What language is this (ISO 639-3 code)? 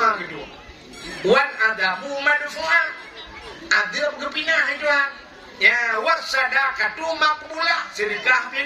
ace